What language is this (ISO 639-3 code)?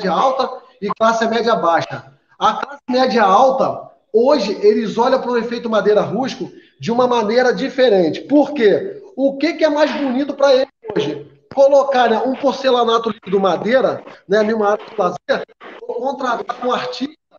por